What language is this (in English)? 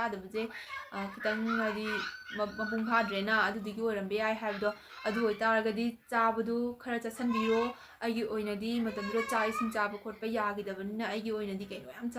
Manipuri